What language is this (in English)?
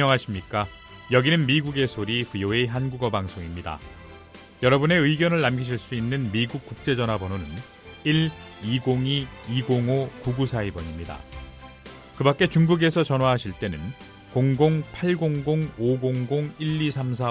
Korean